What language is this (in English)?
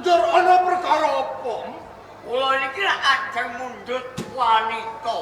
Javanese